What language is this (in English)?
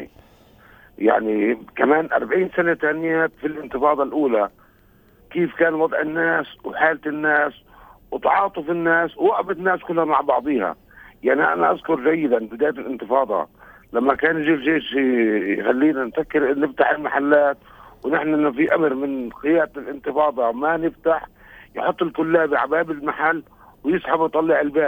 North Levantine Arabic